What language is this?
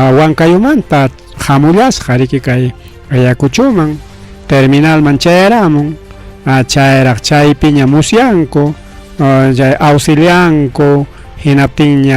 Ayacucho Quechua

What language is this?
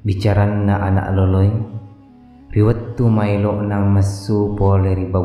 Buginese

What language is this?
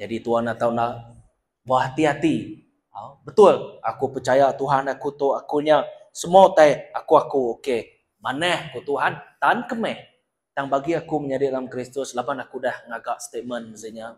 Iban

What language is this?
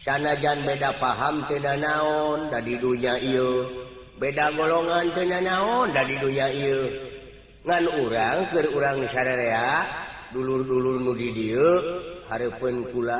Sundanese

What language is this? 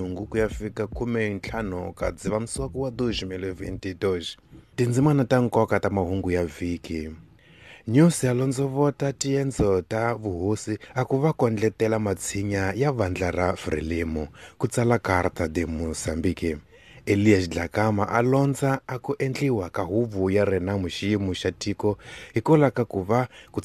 Tsonga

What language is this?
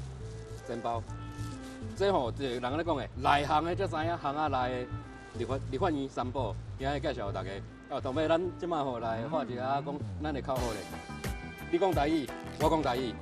Min Nan Chinese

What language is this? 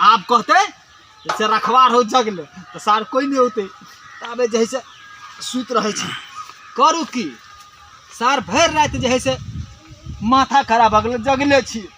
Maithili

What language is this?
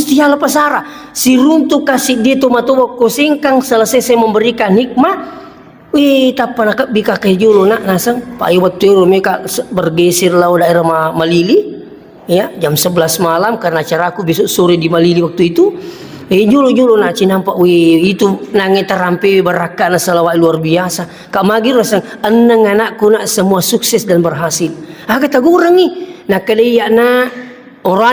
Buginese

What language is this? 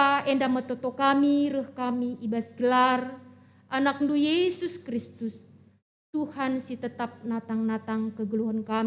Batak Karo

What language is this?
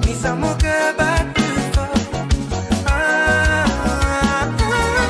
Morisyen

